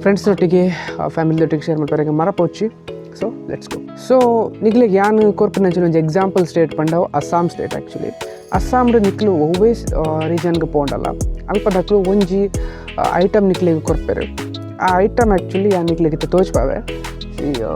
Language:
Tulu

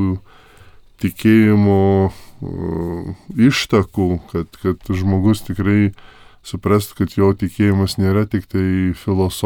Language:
Lithuanian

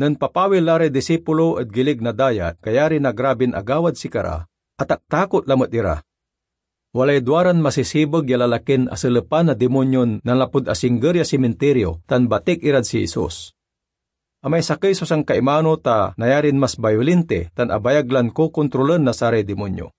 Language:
Pangasinan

